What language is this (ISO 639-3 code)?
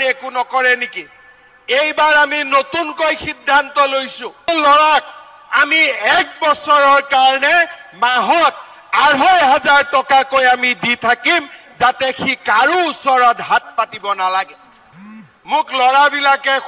asm